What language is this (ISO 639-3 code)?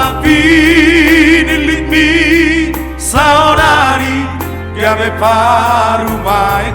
bbc